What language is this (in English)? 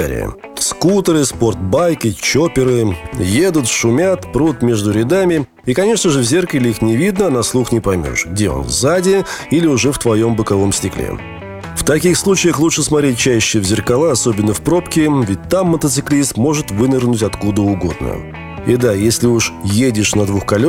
Russian